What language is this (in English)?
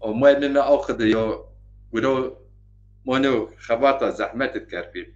Zaza